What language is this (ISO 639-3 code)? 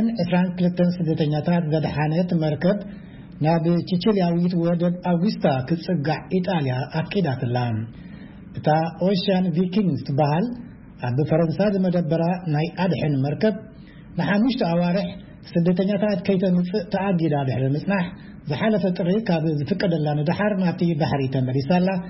tir